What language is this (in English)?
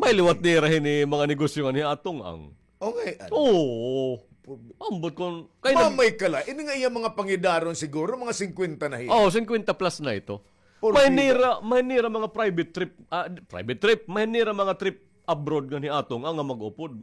Waray